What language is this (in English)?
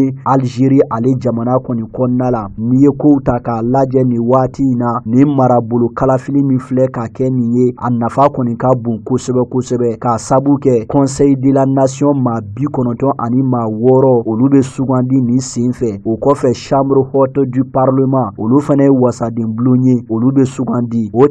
Bambara